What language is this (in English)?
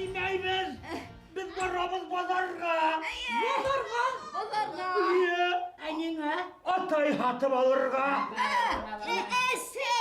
Bashkir